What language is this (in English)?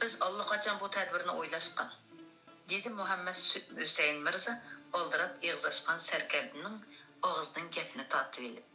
Uyghur